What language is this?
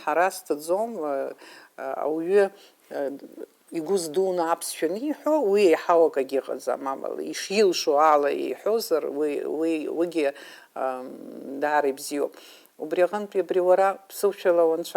Abkhazian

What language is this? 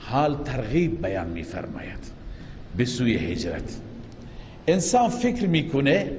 Persian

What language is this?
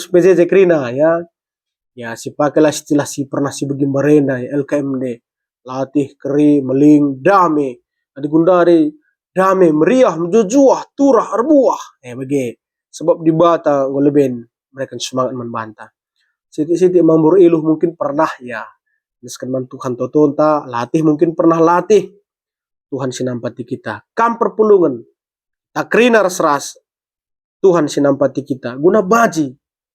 Batak Karo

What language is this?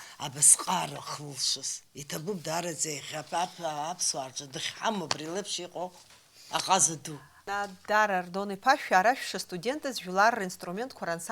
Abkhazian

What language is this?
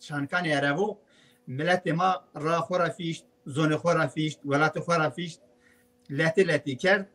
Zaza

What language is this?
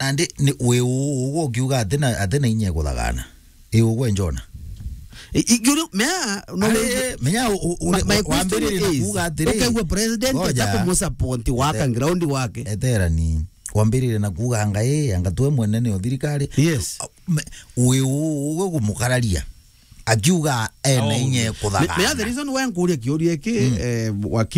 Meru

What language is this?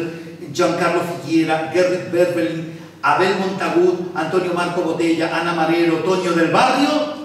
Esperanto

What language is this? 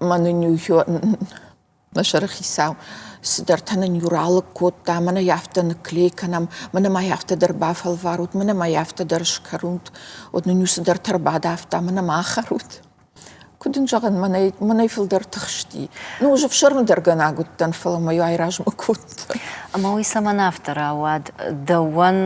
Ossetic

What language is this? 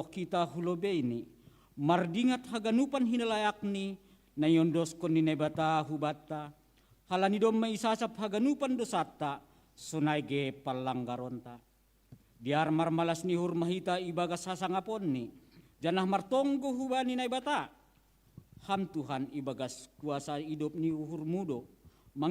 Batak Simalungun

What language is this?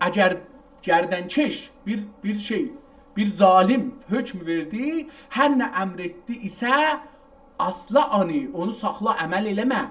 South Azerbaijani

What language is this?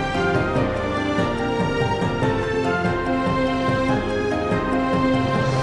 Crimean Tatar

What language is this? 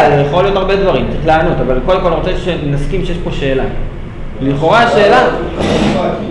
Hebrew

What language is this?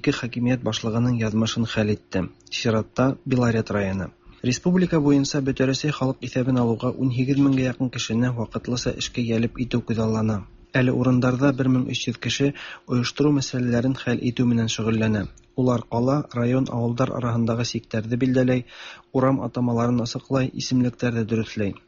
Tatar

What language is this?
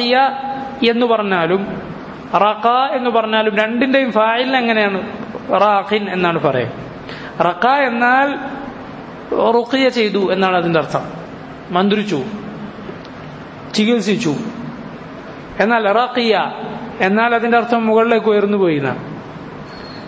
Malayalam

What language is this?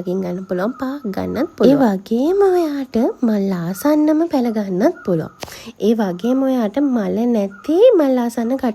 Sinhala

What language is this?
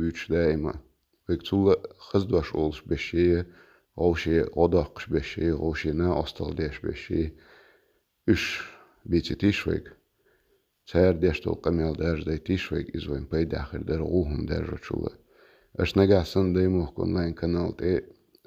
Chechen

